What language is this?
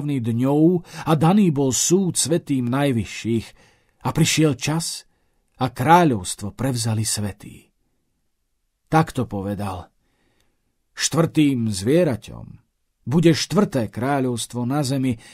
Slovak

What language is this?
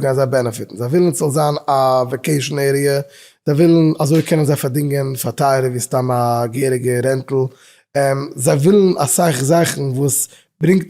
Yiddish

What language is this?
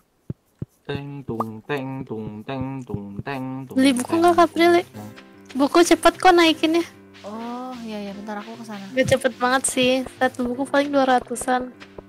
Indonesian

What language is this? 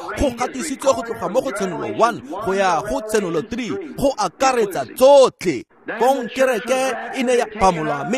Tswana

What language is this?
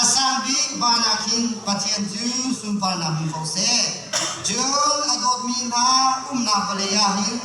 Hakha Chin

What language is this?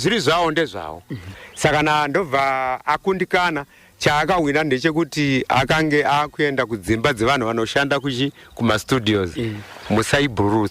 Shona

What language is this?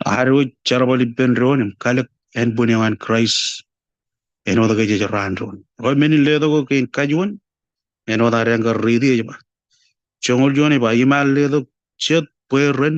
Marshallese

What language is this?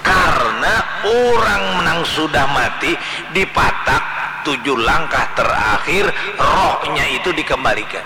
Banjar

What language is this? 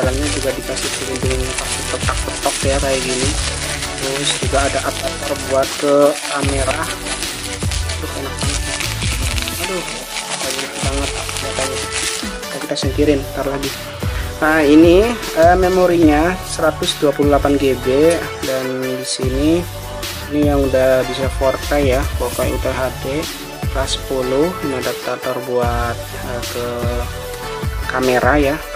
Indonesian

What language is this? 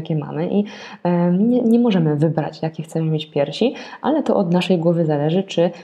Polish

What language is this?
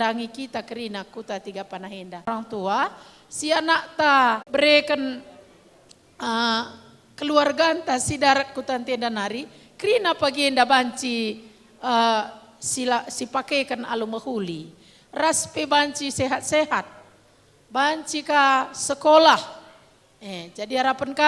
Batak Karo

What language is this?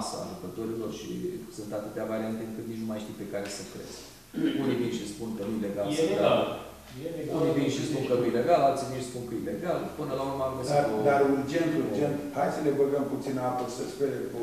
Romanian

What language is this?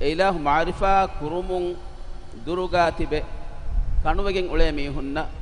Divehi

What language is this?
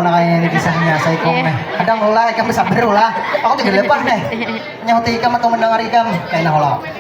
Banjar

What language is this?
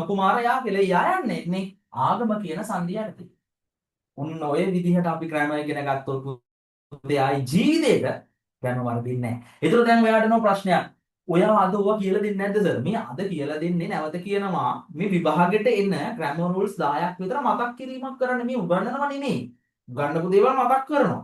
Sinhala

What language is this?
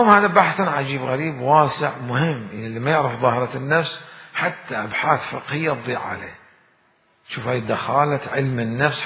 Mesopotamian Arabic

